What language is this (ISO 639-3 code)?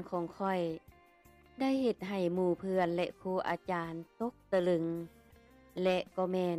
lao